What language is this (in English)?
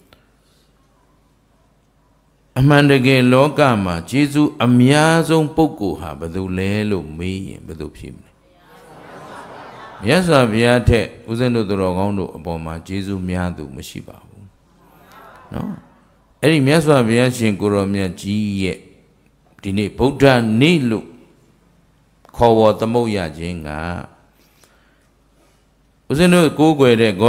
Burmese